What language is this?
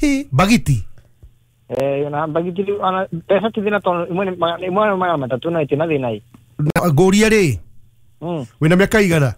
Kikuyu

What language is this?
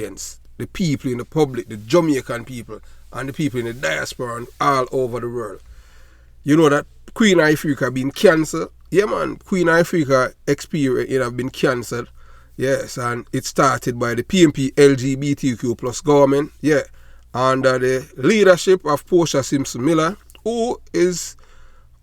Jamaican Creole English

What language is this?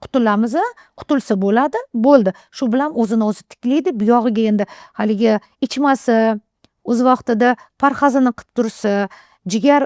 Uzbek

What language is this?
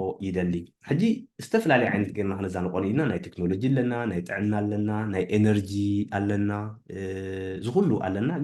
Tigrinya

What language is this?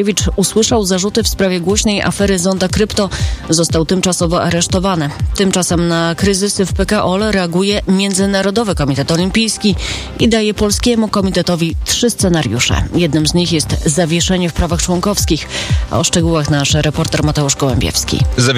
Polish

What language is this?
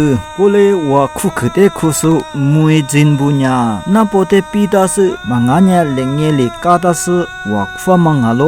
Lisu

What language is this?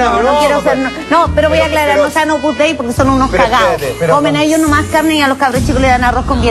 Spanish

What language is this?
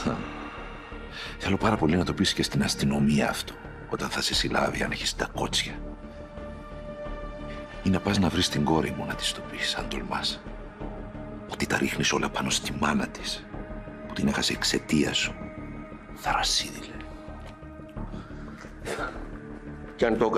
Greek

